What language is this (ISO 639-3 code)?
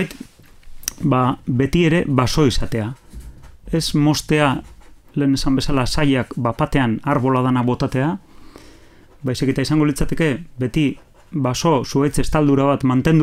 eus